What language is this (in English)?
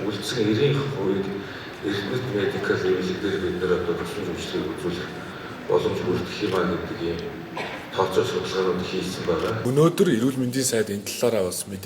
Mongolian